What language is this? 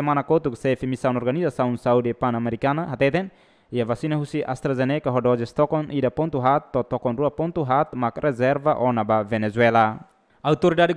Tetum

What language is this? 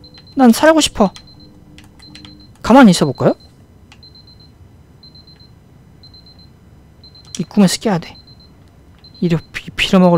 Korean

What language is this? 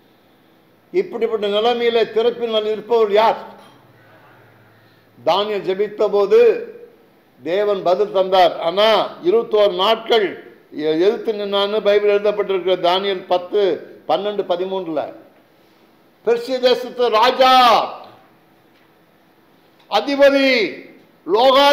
Tamil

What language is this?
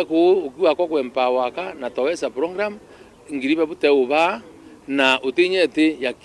Meru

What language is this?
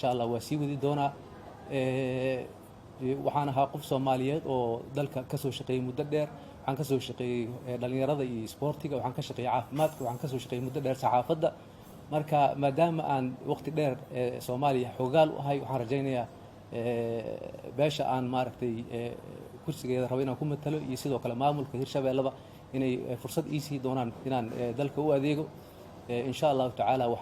Somali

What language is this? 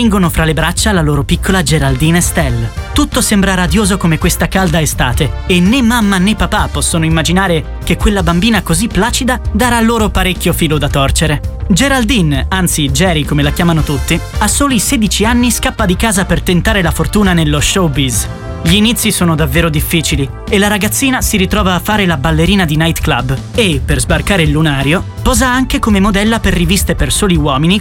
Italian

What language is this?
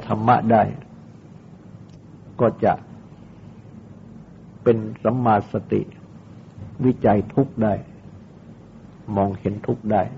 Thai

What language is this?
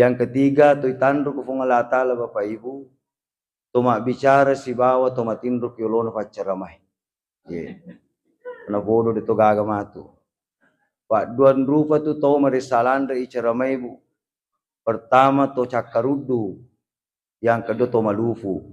Buginese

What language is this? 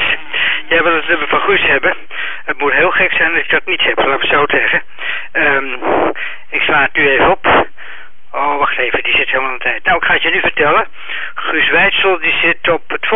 Dutch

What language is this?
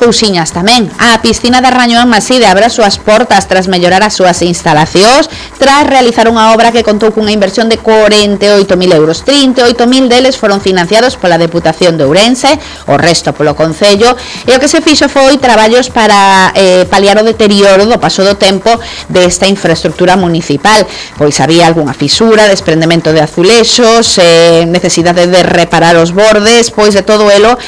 Galician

